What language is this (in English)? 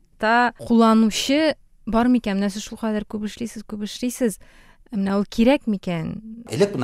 Tatar